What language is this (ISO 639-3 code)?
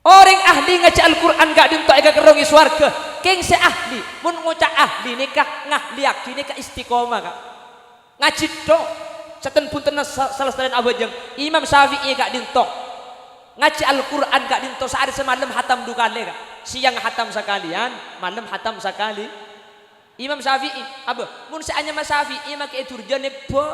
mad